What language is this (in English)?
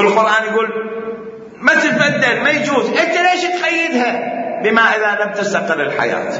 Mesopotamian Arabic